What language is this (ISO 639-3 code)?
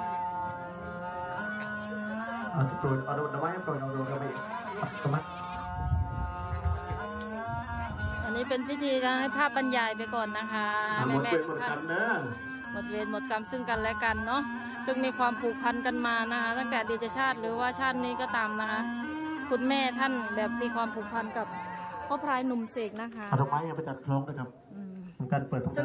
tha